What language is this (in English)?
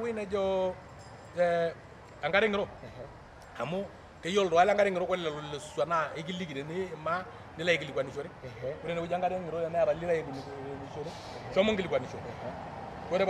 Masai